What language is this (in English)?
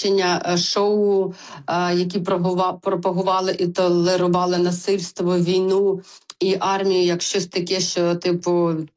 Ukrainian